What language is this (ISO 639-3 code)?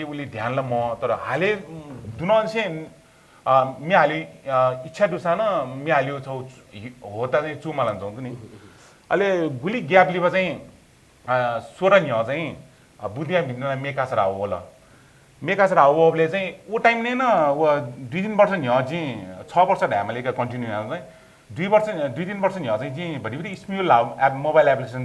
new